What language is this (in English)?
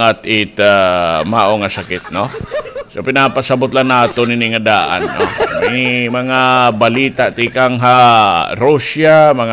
Waray